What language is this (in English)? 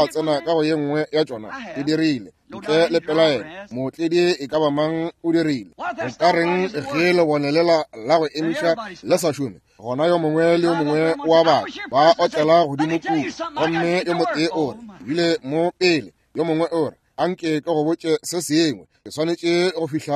Northern Sotho